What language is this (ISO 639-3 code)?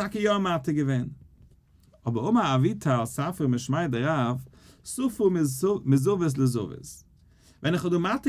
yid